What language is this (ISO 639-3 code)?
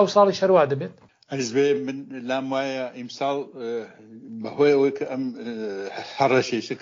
ckb